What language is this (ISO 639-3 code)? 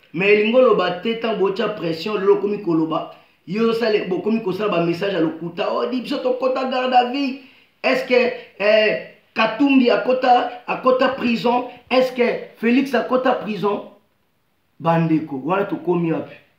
lin